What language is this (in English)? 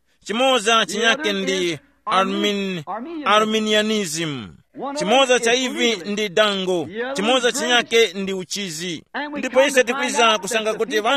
Tumbuka